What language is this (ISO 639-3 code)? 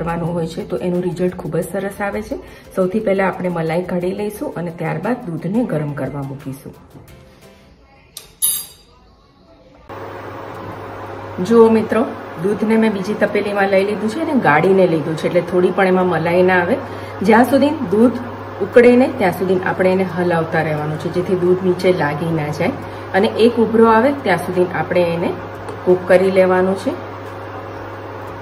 guj